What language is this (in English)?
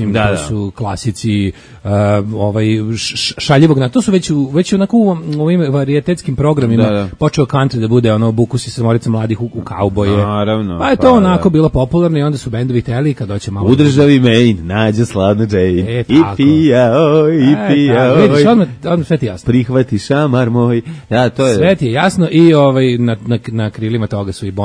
Serbian